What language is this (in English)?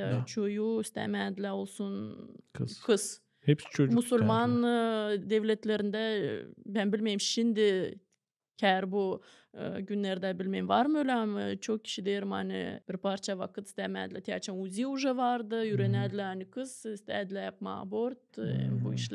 Gagauz